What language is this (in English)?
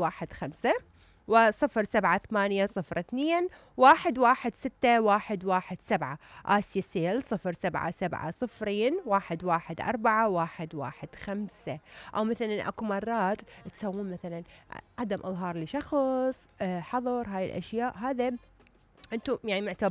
Mesopotamian Arabic